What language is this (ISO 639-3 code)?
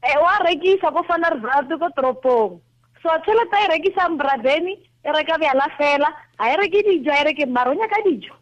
tsn